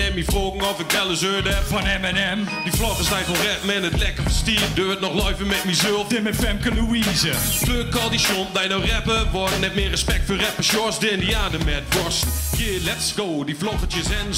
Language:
Gronings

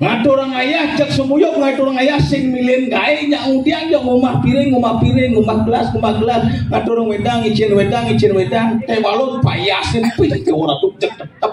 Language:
Balinese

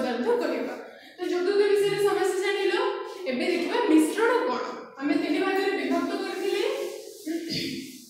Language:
Odia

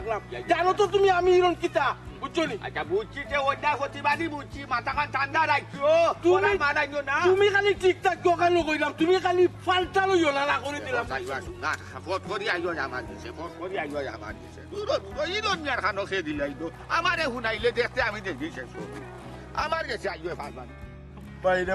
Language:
Sylheti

